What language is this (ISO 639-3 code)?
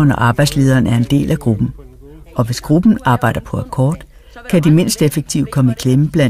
dan